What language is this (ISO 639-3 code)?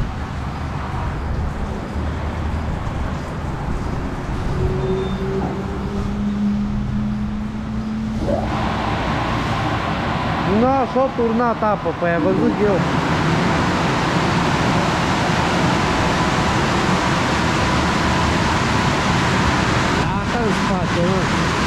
ron